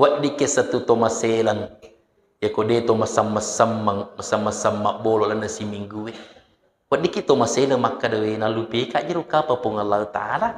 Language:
Buginese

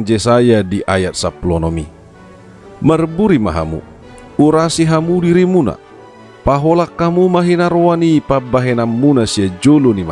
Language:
Batak Toba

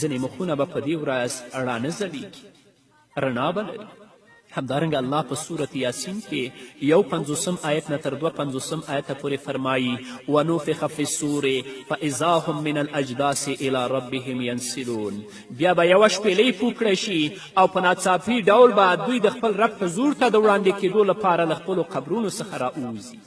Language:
Pashto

